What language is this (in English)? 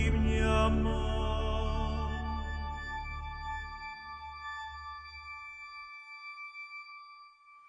Croatian